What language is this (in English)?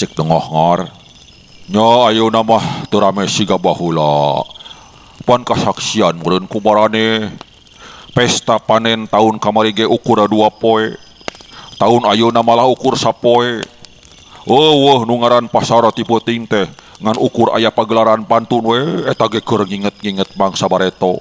Sundanese